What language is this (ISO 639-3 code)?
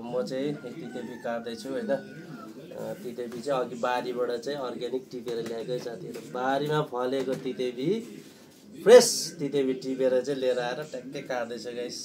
nep